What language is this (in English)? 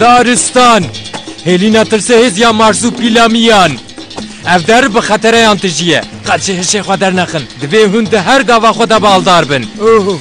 Kurdish